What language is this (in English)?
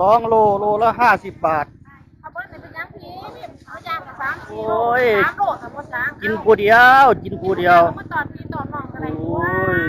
Northeastern Thai